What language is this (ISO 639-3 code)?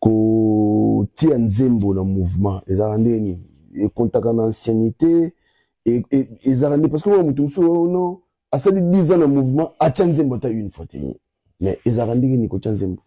lin